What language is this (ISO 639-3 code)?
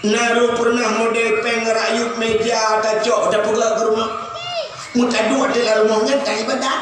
ace